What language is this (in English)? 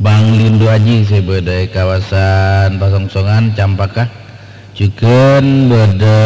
Madurese